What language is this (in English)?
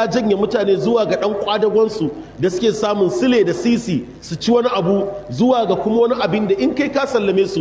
Hausa